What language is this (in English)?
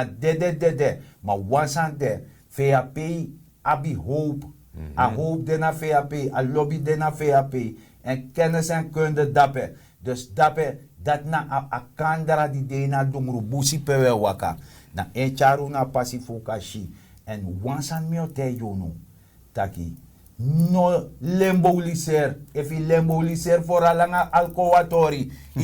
Sranan Tongo